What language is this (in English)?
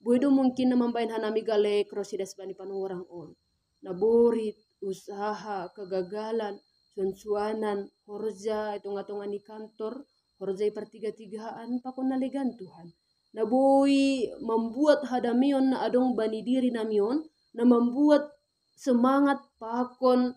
Batak Simalungun